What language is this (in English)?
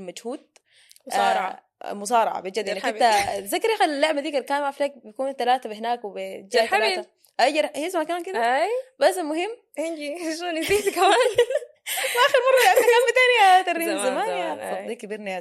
Sudanese Arabic